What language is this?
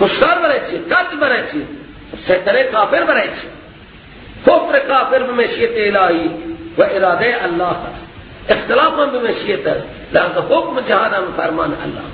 Persian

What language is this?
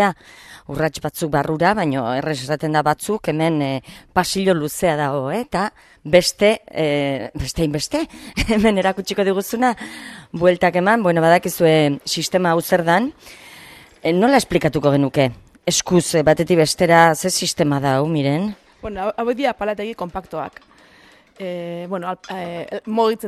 Basque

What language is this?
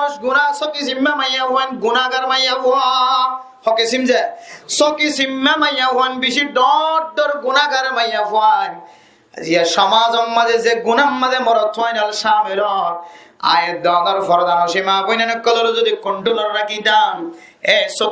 Rohingya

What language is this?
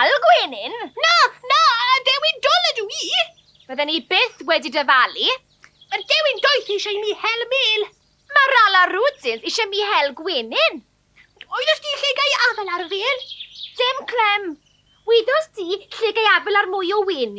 Welsh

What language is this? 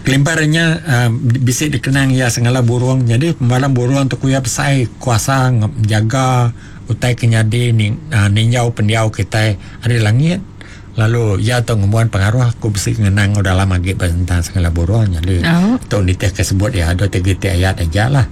Iban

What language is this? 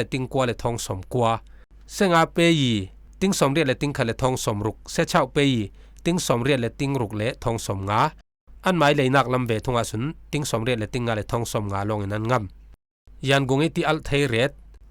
Falam Chin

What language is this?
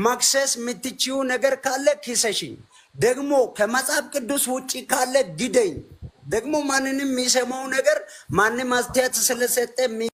Amharic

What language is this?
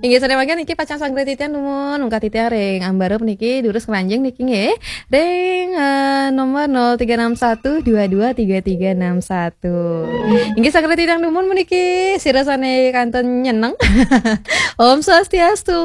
Balinese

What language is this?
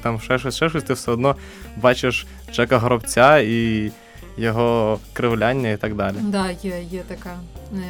Ukrainian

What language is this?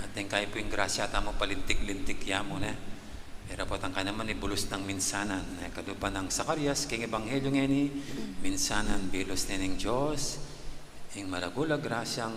Pampanga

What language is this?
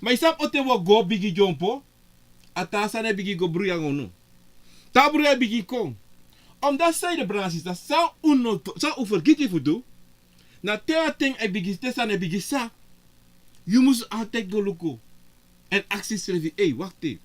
Sranan Tongo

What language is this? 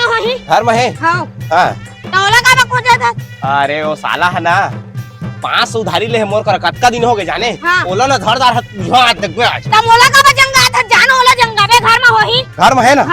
Chhattisgarhi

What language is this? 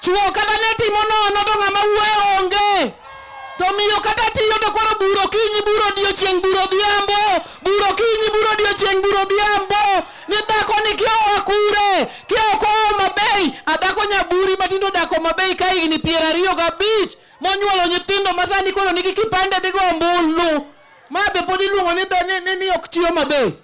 Luo (Kenya and Tanzania)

